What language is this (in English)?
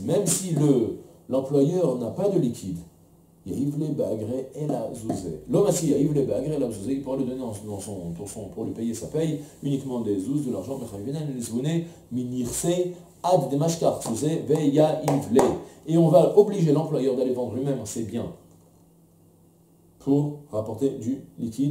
French